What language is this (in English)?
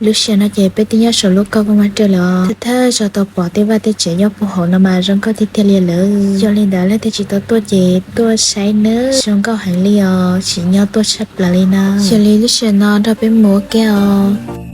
Hmong